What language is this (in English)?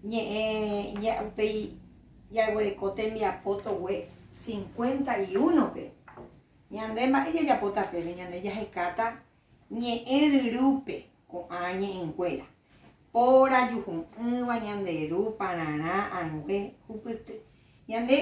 Guarani